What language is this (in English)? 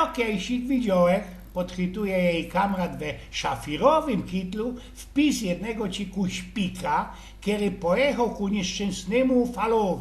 Silesian